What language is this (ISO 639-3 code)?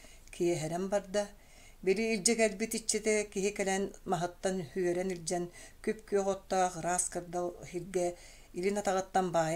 sah